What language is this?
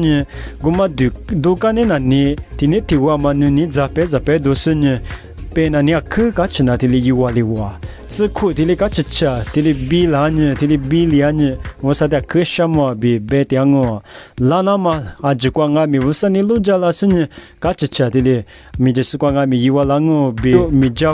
Lisu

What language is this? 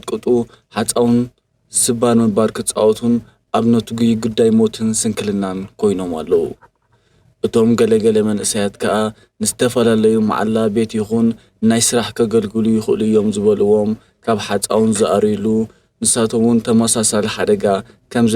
Tigrinya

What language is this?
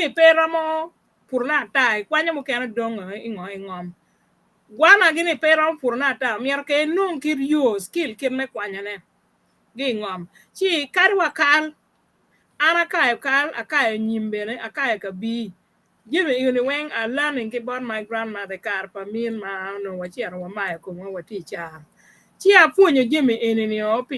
Acoli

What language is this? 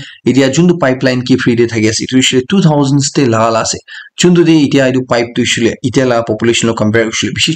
Naga Pidgin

